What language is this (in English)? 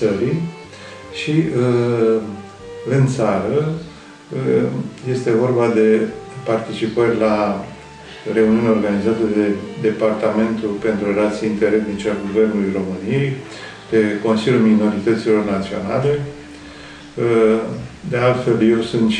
Romanian